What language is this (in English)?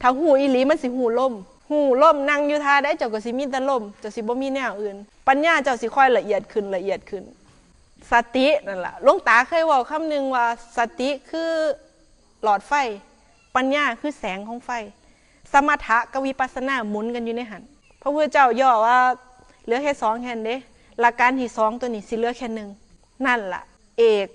Northeastern Thai